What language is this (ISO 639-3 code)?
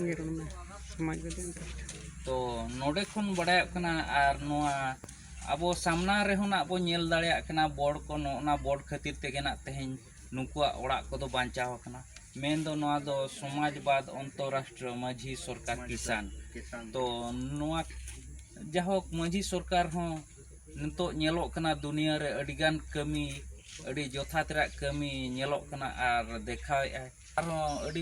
sat